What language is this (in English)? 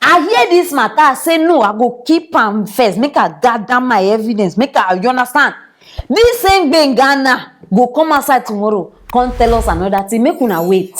Nigerian Pidgin